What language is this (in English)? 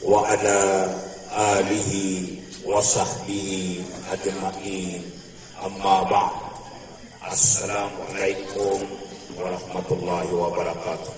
Maranao